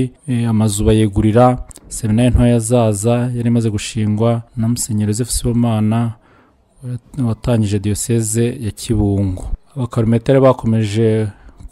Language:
Kinyarwanda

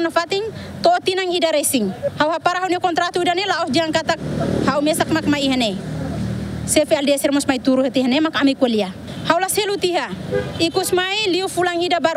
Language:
Tetum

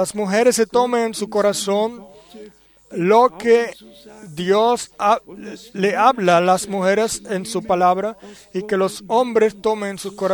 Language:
Spanish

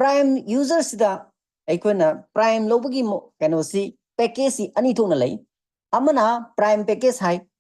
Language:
Manipuri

